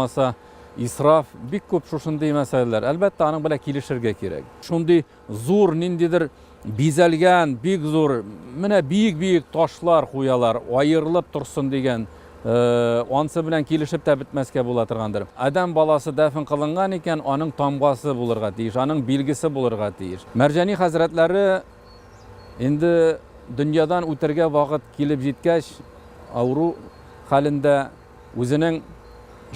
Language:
Tatar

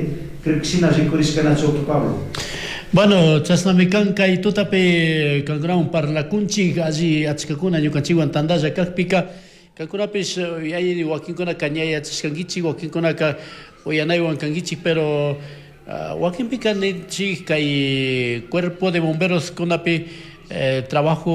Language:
Chimborazo Highland Quichua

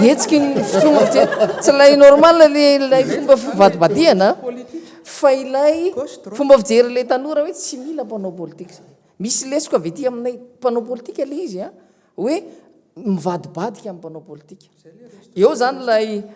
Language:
Malagasy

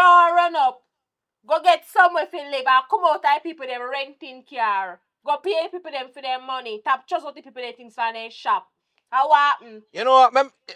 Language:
Jamaican Creole English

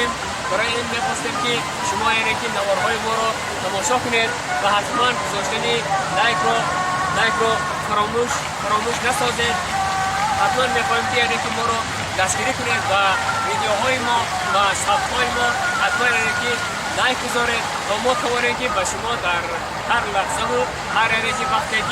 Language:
Tajik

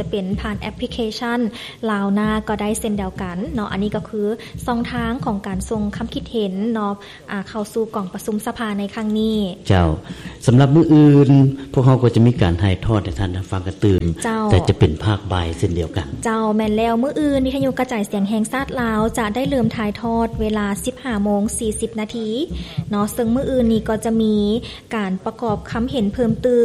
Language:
Lao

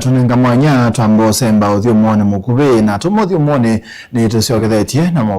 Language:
Kamba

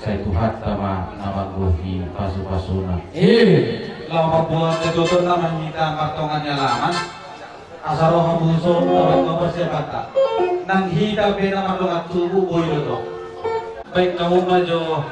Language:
Batak Toba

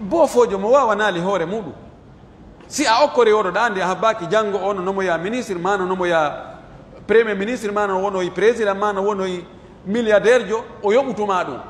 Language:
Pular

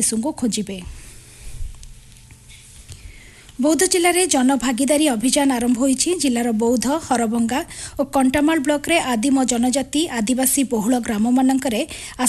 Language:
Odia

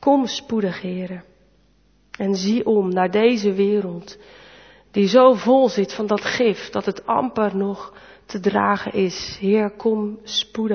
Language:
Dutch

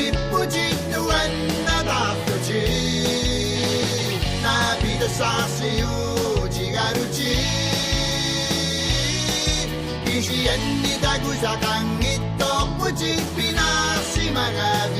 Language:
Kalaallisut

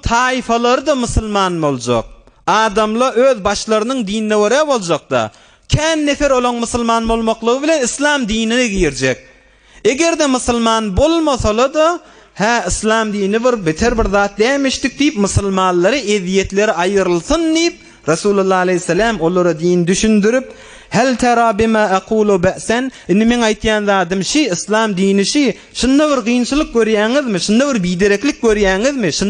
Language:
Turkmen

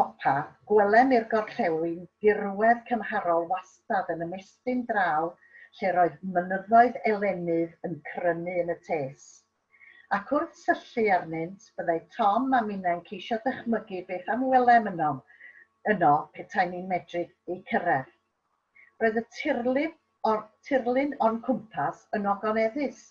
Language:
Welsh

